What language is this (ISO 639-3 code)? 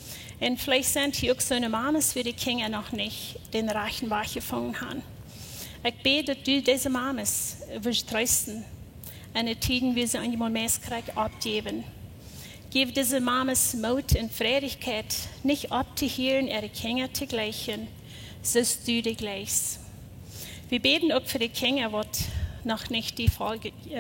pdt